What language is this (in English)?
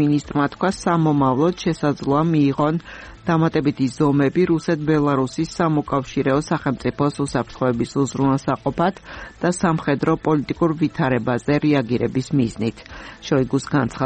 Georgian